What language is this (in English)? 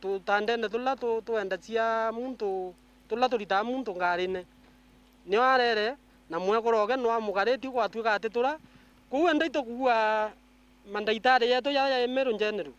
Meru